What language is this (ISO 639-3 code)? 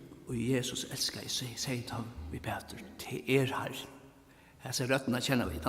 fao